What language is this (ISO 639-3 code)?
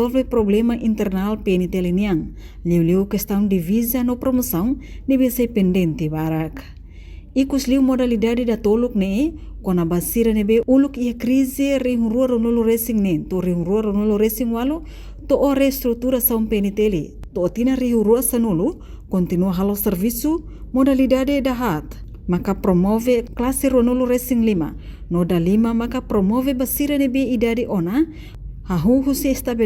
tet